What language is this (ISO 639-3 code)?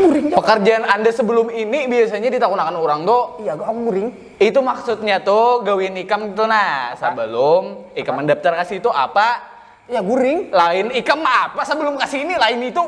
bjn